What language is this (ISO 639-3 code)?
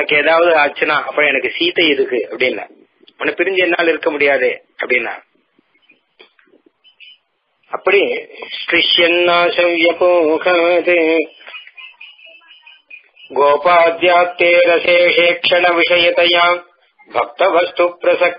tam